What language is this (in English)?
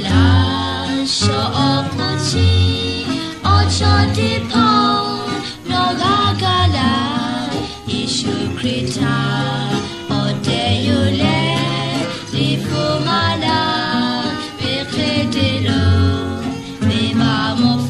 Lahu